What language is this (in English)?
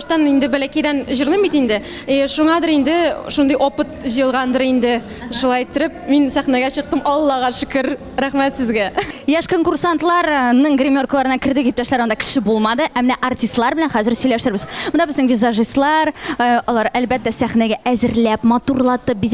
Tatar